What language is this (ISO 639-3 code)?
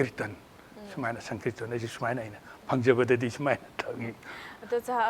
mni